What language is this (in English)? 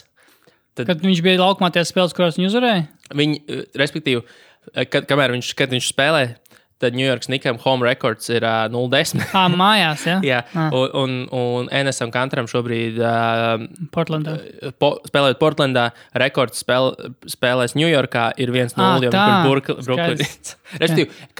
Latvian